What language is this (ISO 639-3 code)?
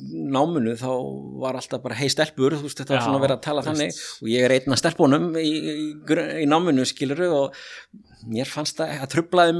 isl